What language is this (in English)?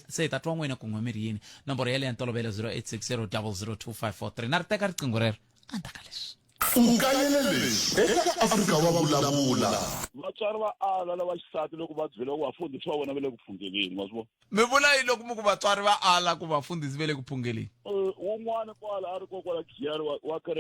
Tsonga